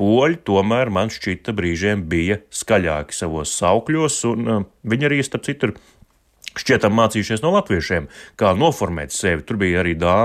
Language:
Latvian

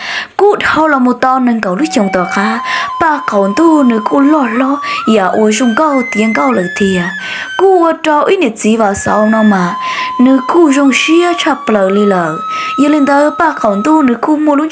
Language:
Hmong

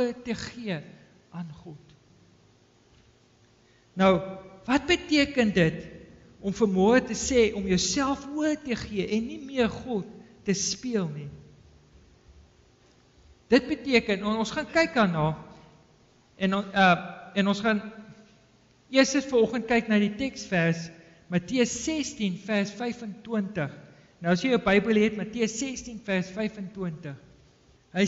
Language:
Afrikaans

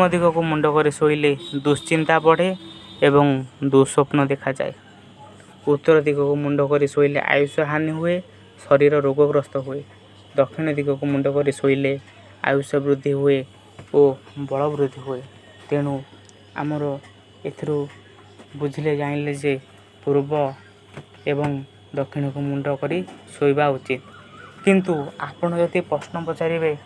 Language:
Odia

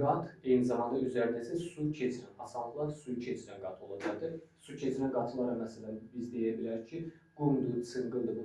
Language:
Azerbaijani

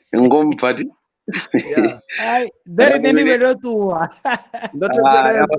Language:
Venda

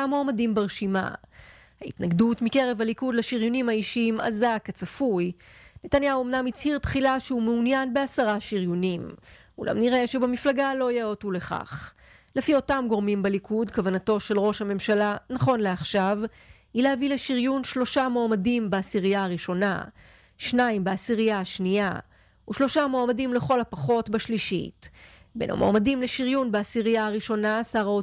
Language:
Hebrew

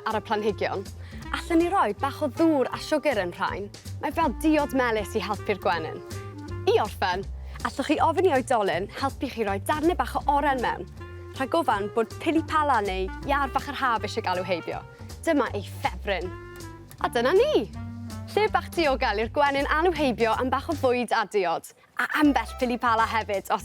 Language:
Welsh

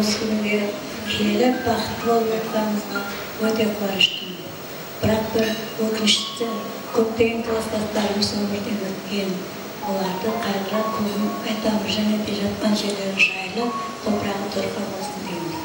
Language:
Kara-Kalpak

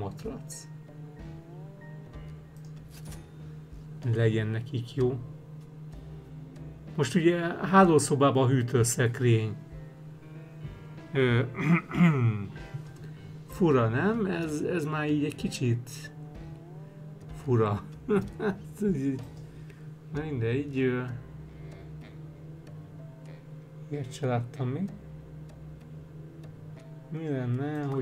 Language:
Hungarian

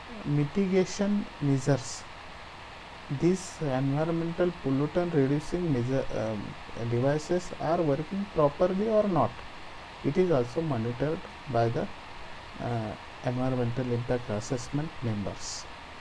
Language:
English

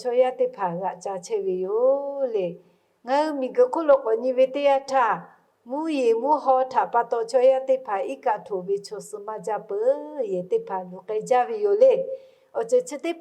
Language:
Lahu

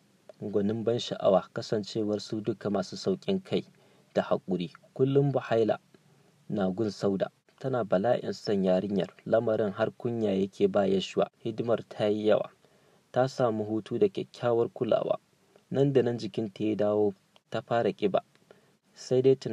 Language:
Hausa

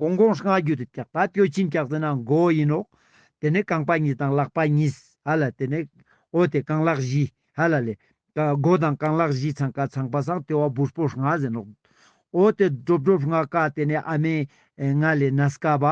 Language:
Ladakhi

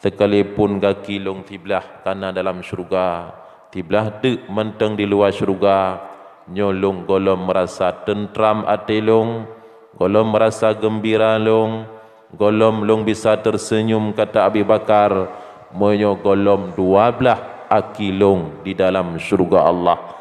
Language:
Achinese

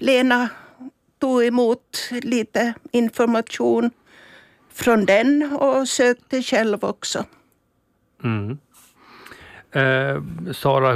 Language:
Swedish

